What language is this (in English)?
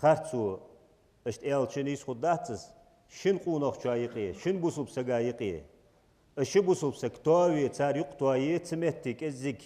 Ingush